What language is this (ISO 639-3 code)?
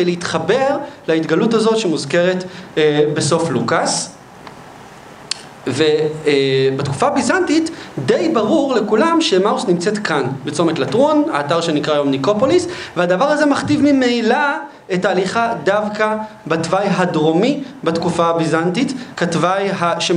heb